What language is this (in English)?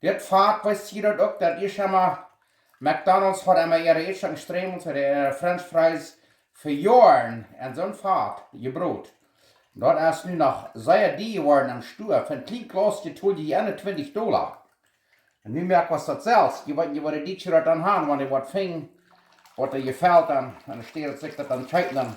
Plautdietsch